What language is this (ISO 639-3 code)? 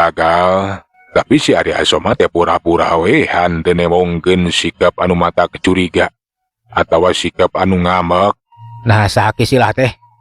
sun